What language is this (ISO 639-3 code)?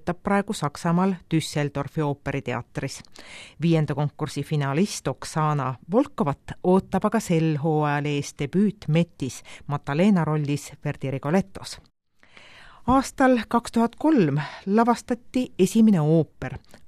est